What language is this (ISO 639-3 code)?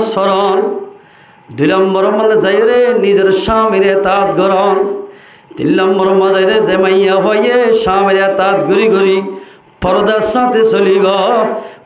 rhg